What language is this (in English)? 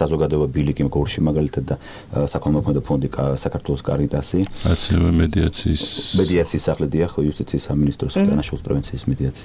Georgian